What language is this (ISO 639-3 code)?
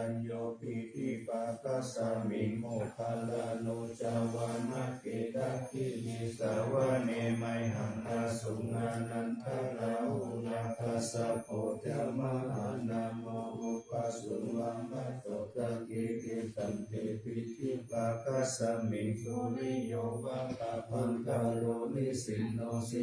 pli